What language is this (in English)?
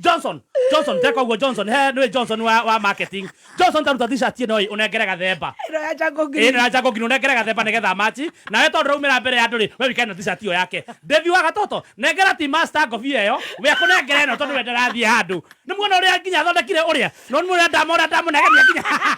Kikuyu